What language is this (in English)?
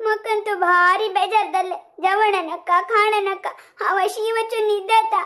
Konkani